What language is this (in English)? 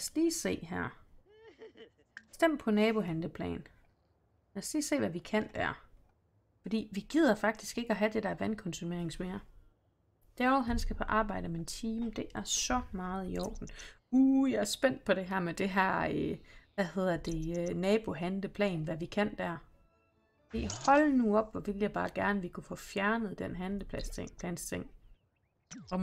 Danish